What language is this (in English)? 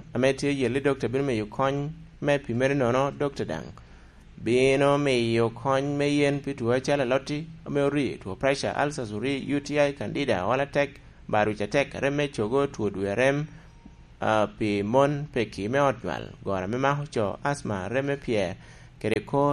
Lango (Uganda)